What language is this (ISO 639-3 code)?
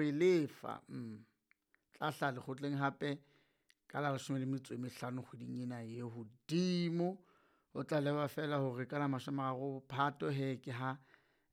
sot